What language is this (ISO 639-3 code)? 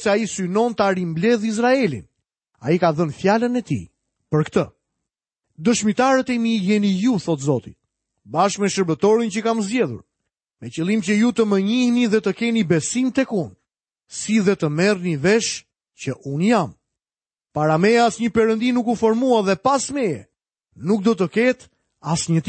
sqi